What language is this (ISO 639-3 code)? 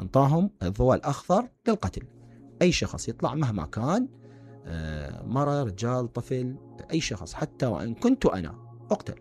acm